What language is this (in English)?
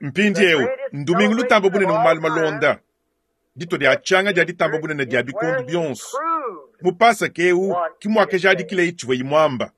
Luba-Lulua